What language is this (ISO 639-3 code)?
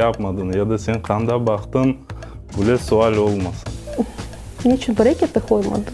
crh